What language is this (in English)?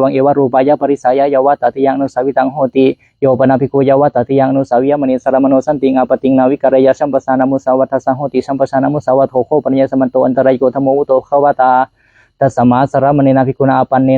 Pali